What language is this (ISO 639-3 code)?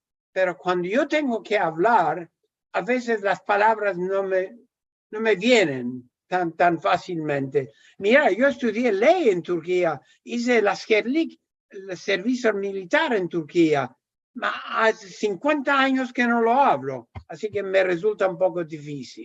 lad